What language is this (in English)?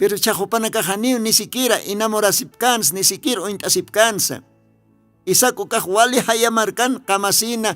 Aymara